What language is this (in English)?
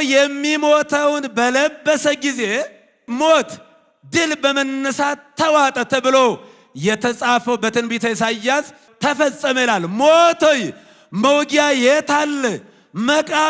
Amharic